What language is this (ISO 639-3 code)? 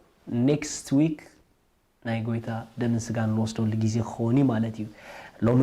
tir